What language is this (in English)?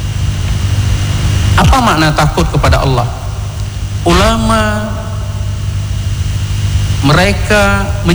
Indonesian